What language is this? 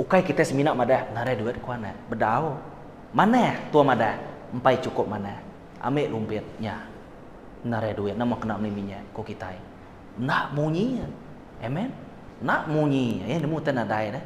Iban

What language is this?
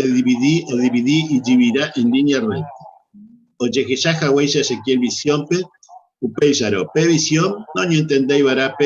Guarani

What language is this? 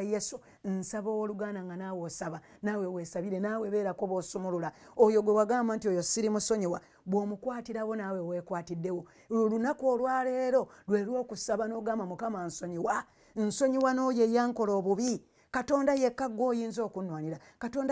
Ganda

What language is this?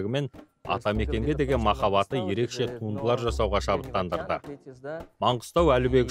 Kazakh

